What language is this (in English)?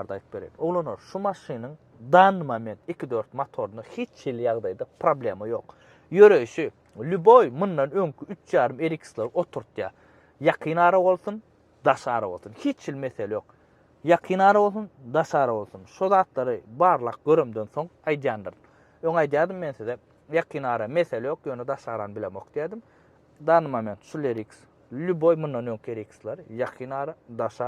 Turkmen